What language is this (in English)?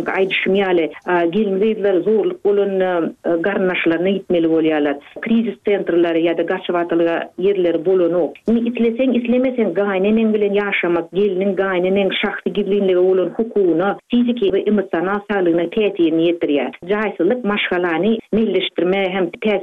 Turkmen